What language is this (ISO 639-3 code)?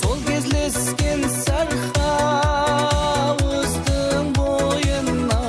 kaa